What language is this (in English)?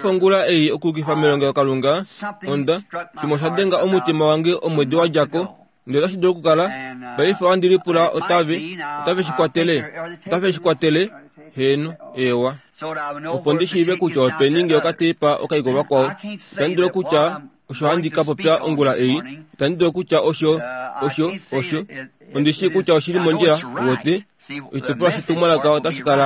Kuanyama